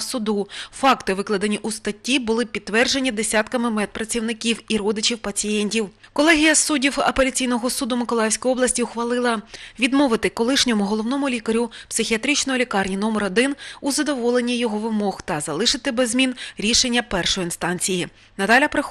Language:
Ukrainian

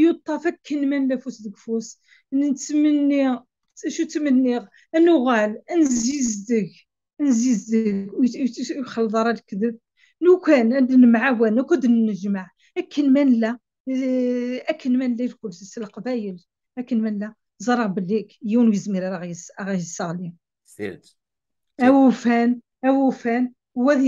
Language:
Kabyle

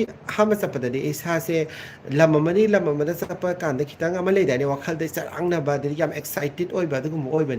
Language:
Manipuri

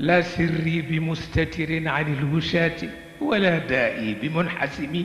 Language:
Wolof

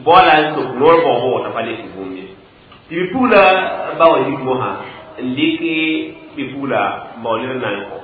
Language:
Mossi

